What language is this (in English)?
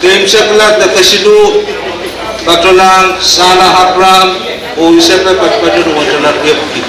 Pohnpeian